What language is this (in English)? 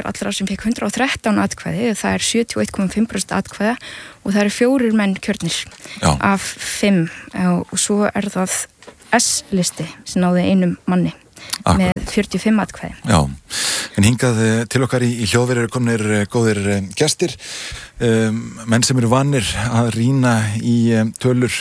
Icelandic